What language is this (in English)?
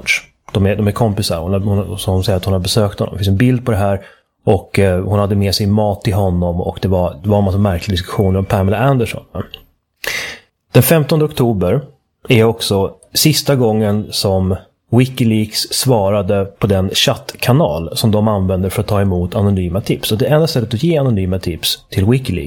Swedish